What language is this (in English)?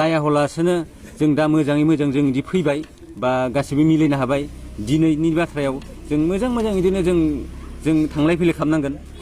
Bodo